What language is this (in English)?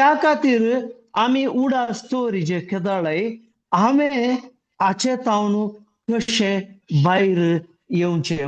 Konkani